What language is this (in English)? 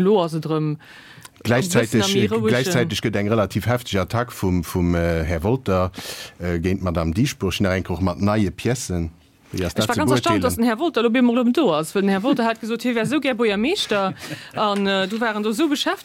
Luxembourgish